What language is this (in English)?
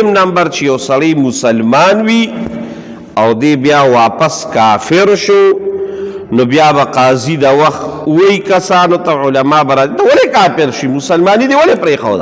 Pashto